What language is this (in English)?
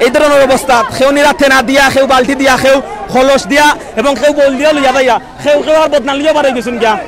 Sylheti